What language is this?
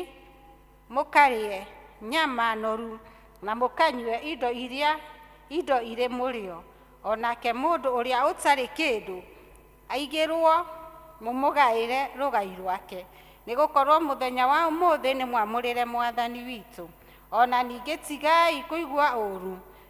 Kikuyu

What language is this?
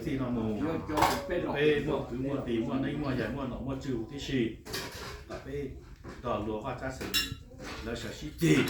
Hmong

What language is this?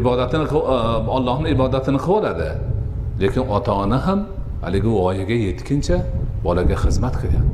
Uzbek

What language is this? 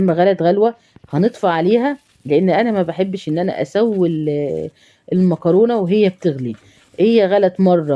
Egyptian Arabic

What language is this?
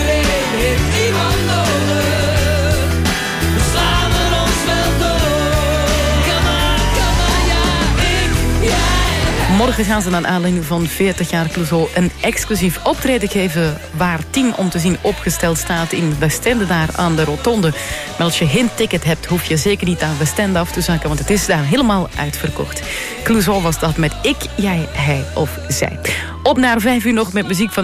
Dutch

